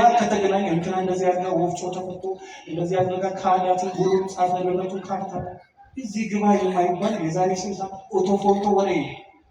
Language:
Amharic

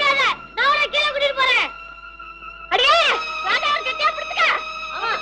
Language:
Tamil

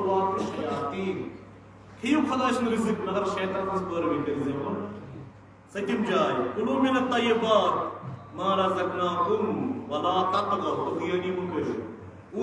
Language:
Kashmiri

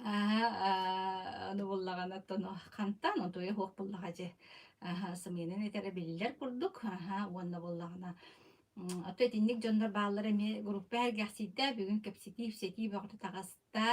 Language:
Yakut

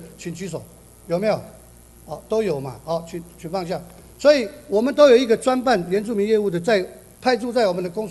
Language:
Chinese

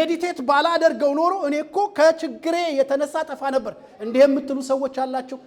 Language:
Amharic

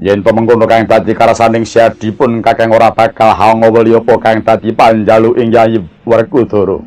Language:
Javanese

